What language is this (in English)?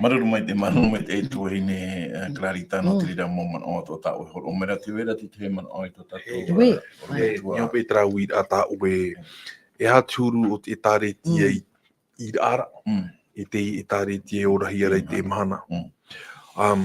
Tahitian